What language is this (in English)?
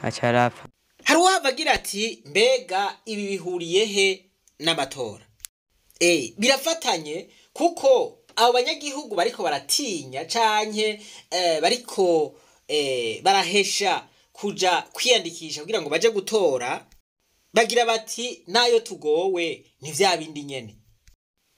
Rundi